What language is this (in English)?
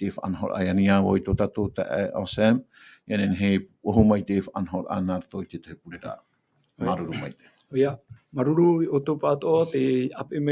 Tahitian